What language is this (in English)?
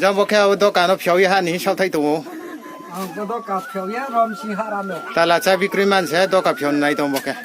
Riang (India)